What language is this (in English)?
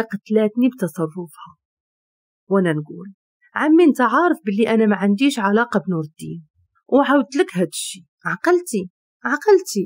Moroccan Arabic